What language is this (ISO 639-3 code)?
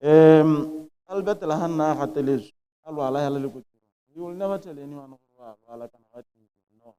tsn